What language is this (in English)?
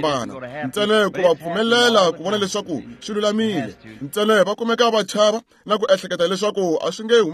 Tsonga